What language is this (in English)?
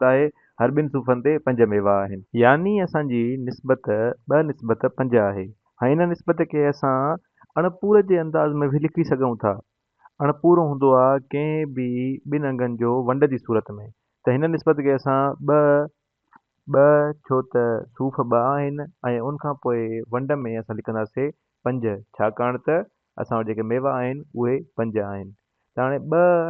Sindhi